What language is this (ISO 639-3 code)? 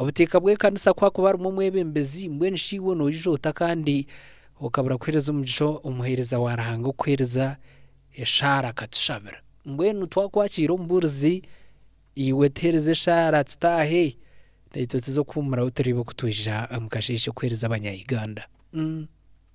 nyn